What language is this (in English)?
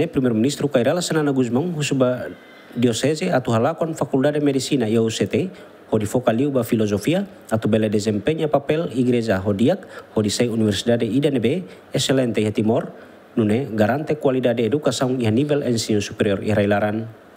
Tetum